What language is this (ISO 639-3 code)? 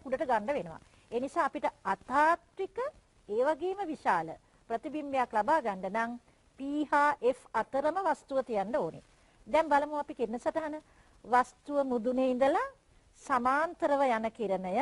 sin